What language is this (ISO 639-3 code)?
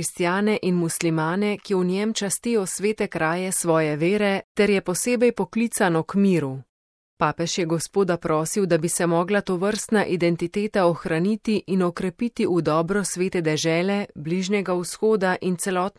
slv